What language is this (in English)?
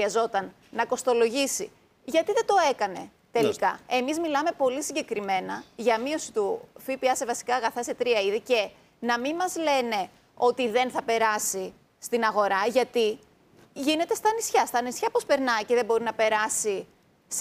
Greek